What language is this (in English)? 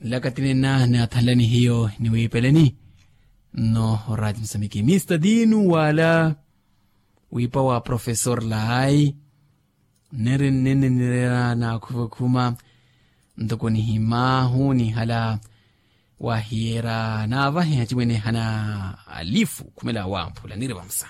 Makhuwa